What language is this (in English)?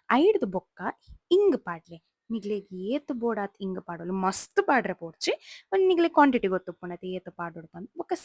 Tulu